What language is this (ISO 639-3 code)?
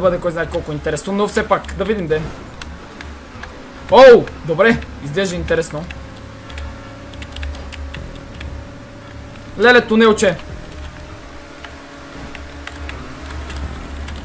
bul